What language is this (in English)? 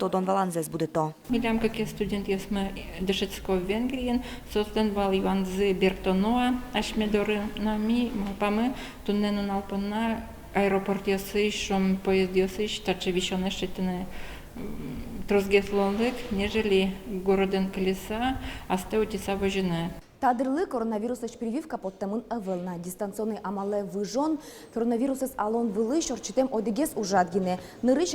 Udmurt